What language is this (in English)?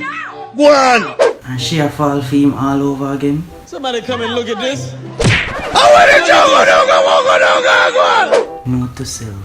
Jamaican Creole English